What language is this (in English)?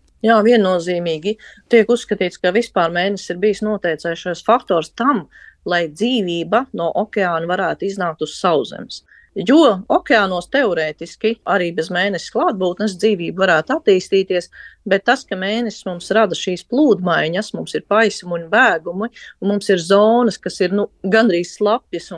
Latvian